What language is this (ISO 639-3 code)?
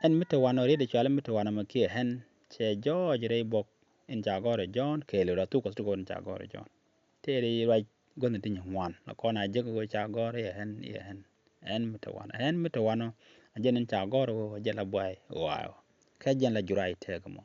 nus